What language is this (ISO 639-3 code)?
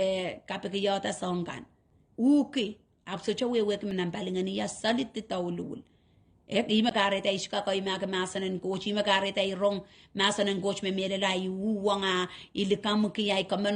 pon